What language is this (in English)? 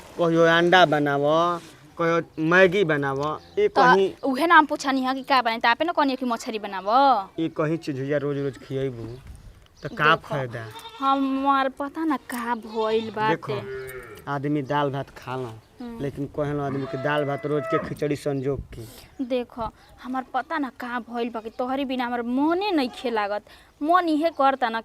Bhojpuri